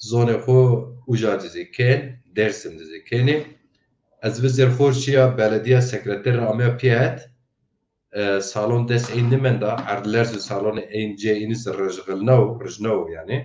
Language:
Zaza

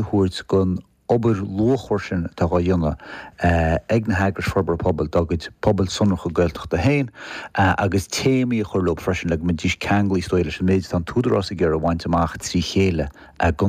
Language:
Irish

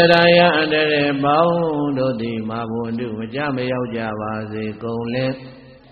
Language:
Burmese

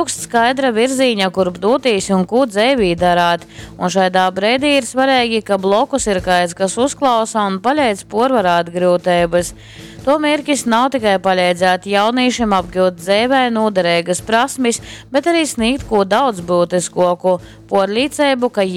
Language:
Latgalian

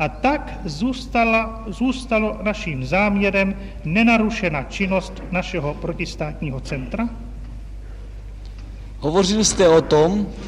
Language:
Czech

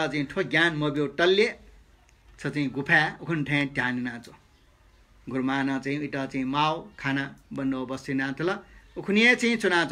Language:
Newari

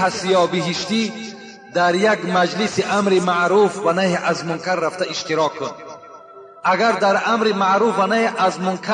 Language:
Tajik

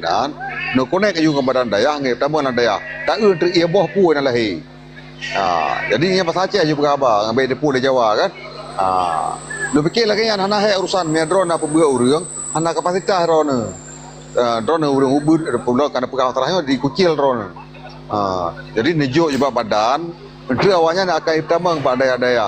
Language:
Achinese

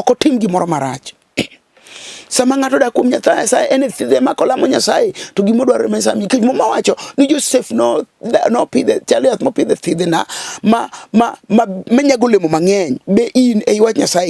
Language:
Luo (Kenya and Tanzania)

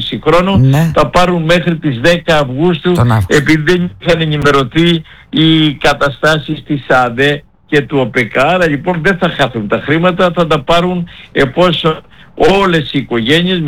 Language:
Greek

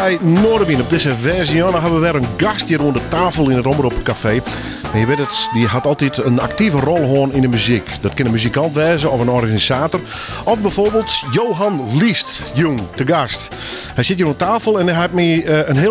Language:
Western Frisian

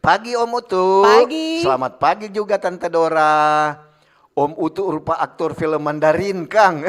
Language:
Manado Malay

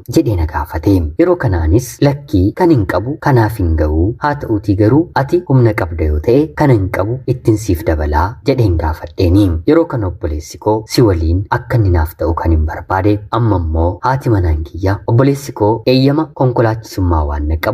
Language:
Oromo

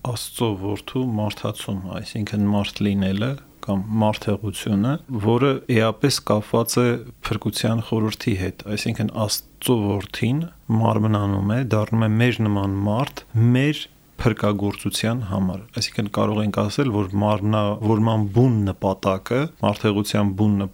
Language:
Armenian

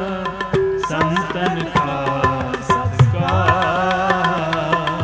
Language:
Punjabi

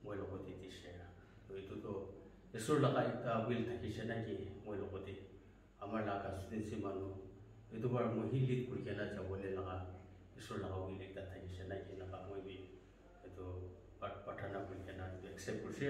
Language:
Naga Pidgin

